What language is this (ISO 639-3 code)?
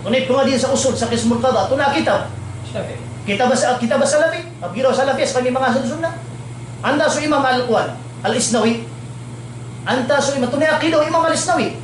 mrw